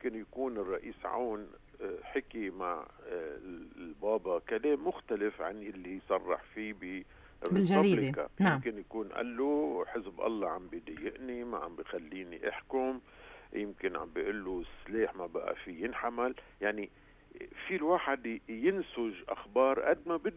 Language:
North Levantine Arabic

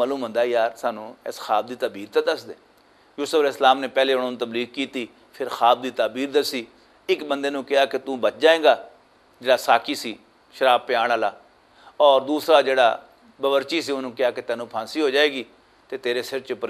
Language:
Western Panjabi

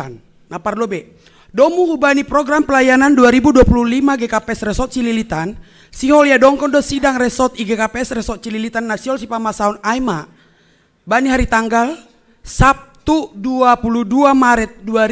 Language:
Batak Simalungun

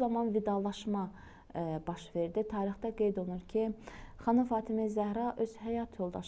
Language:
Azerbaijani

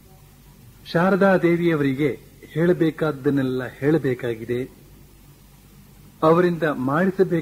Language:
Kannada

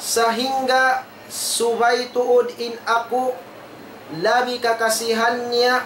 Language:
Tausug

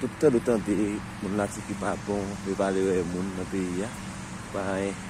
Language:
Haitian Creole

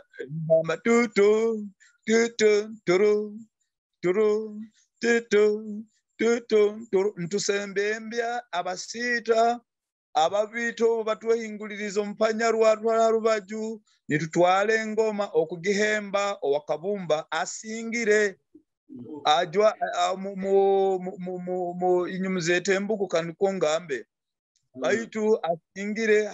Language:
Nyoro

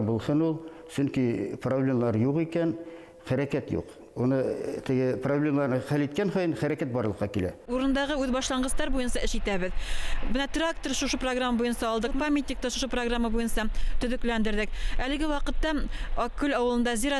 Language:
Bashkir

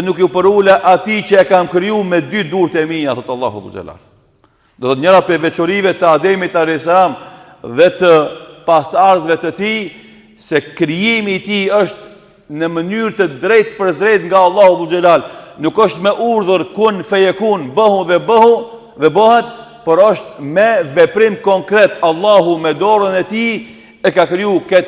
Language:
Albanian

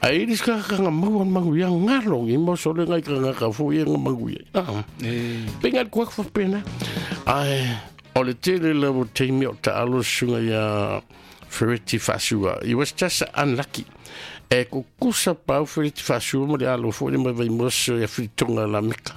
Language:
Samoan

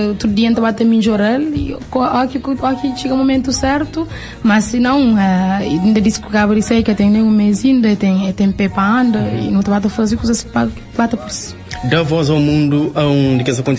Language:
Kabuverdianu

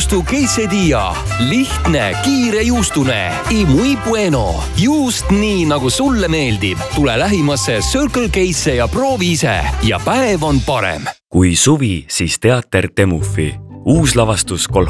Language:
Estonian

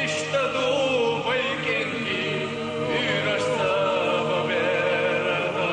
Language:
Chechen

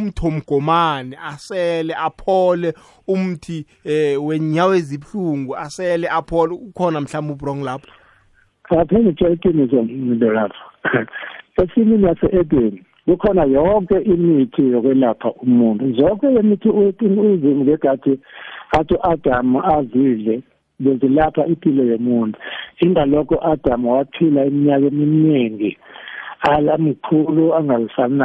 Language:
South Ndebele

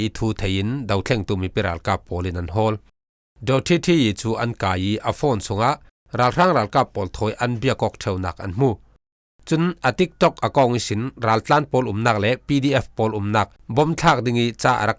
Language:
Falam Chin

